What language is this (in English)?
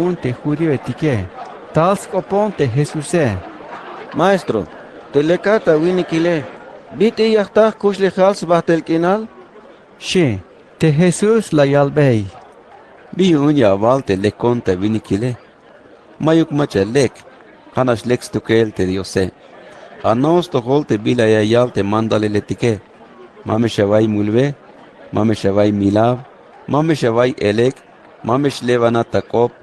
Tzeltal